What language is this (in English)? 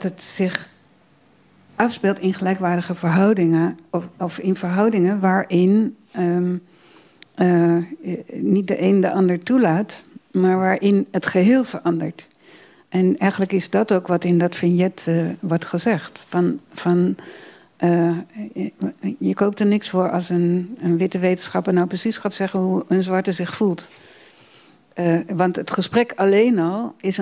Dutch